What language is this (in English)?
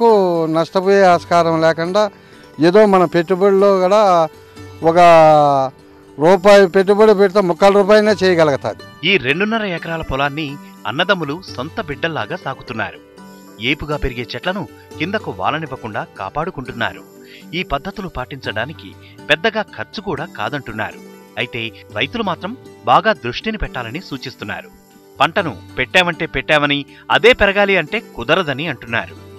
Telugu